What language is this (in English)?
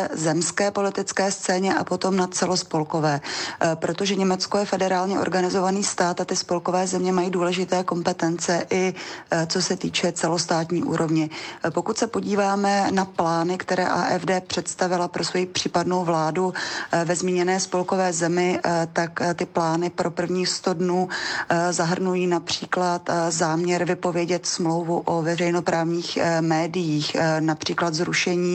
Czech